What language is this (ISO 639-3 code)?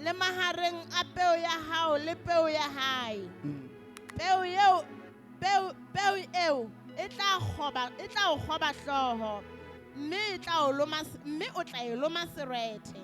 sot